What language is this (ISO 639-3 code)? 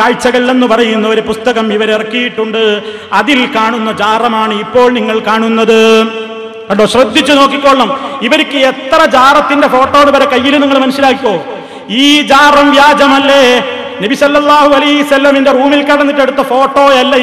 mal